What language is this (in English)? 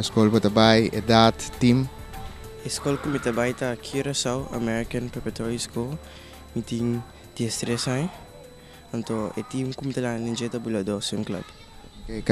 Papiamento